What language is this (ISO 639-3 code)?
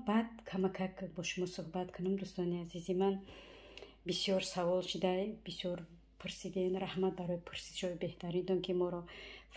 tgk